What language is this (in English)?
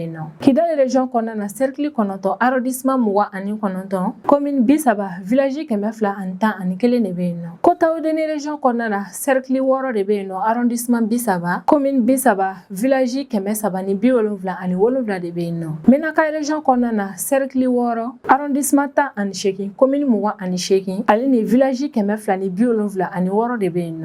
Bambara